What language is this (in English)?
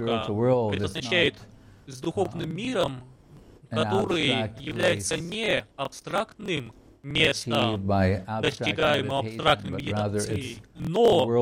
Russian